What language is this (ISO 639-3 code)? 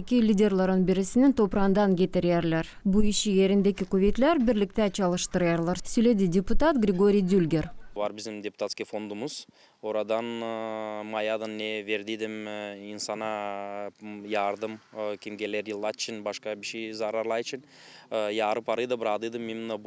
gag